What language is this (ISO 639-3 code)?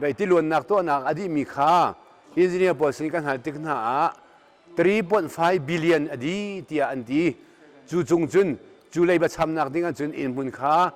cnh